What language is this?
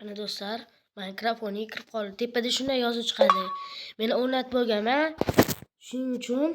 Uzbek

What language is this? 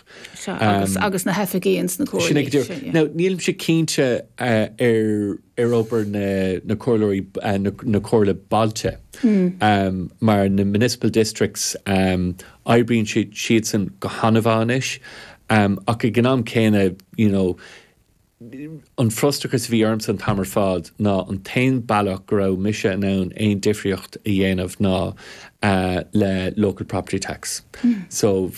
Irish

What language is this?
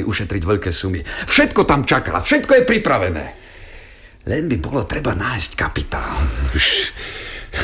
Slovak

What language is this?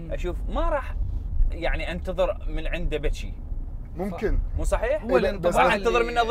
Mesopotamian Arabic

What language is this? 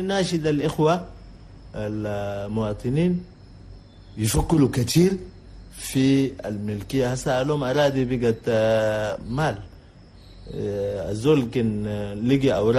Chadian Arabic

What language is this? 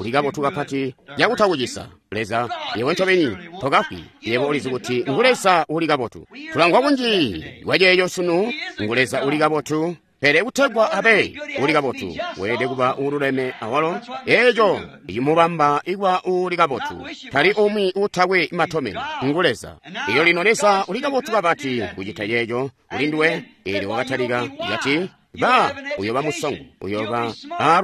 Tonga (Zambia)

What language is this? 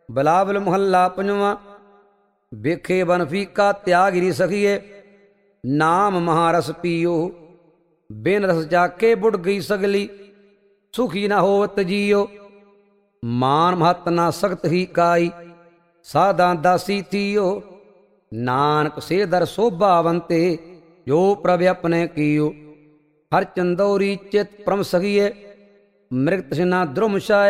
Punjabi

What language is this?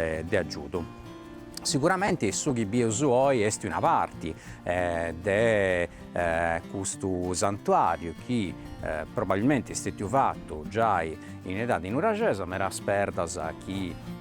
Sardinian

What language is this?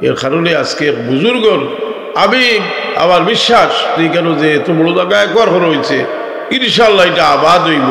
Sylheti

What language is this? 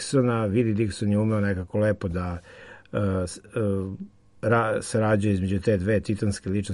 Serbian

